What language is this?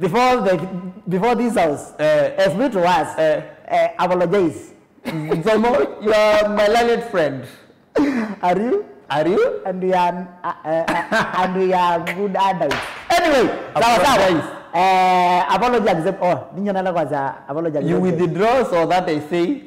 Kamba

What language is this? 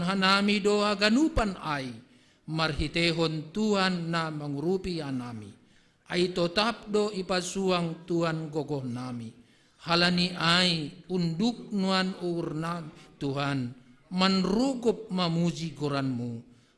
Batak Simalungun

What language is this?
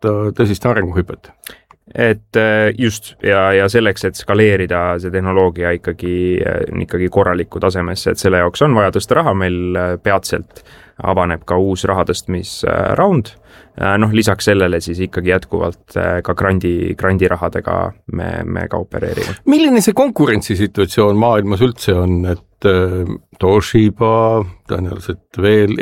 Estonian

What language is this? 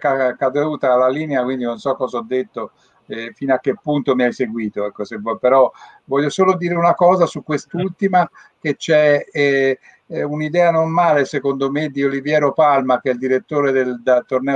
Italian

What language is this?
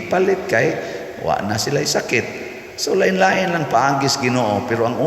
Cebuano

